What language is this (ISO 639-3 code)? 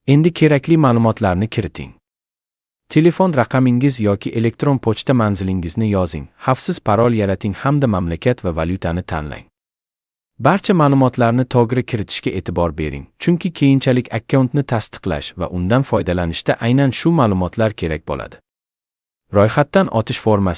uzb